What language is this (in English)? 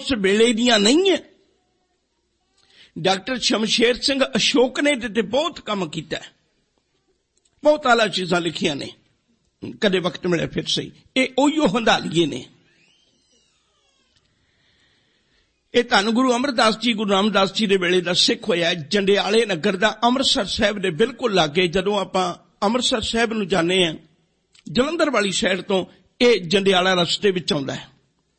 Punjabi